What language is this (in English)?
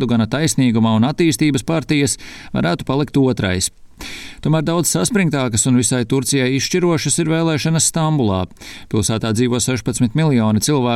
Latvian